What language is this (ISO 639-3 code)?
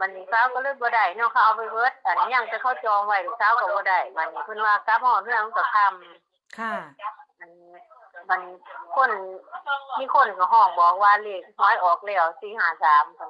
tts